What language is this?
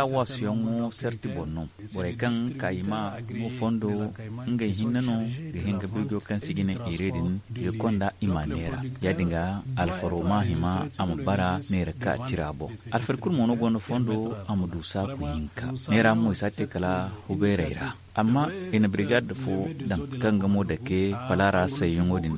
Zarma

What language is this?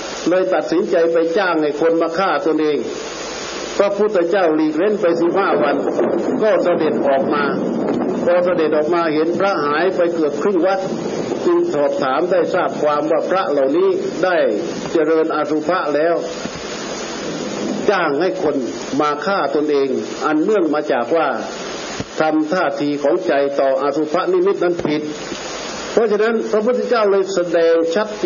Thai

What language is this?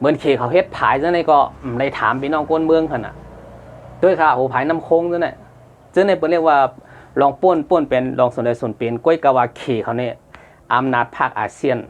Shan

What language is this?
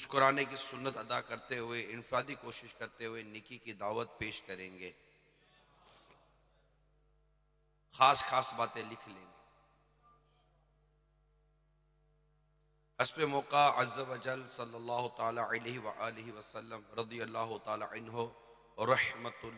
Urdu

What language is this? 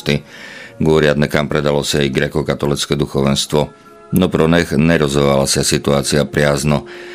Slovak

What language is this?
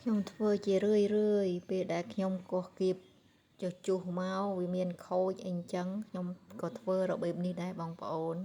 Khmer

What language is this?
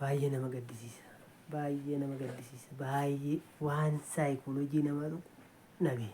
Oromo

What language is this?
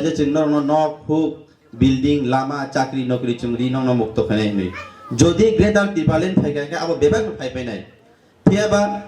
Kok Borok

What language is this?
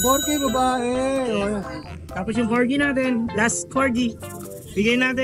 Filipino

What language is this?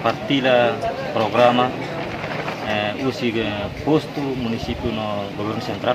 Tetum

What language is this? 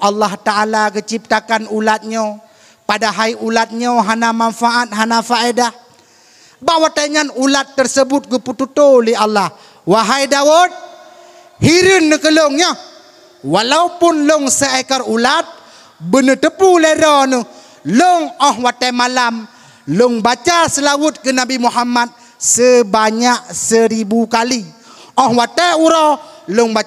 Achinese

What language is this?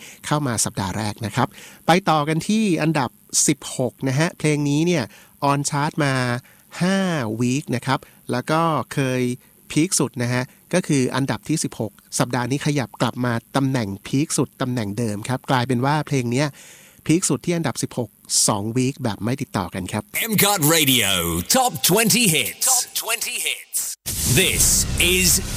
Thai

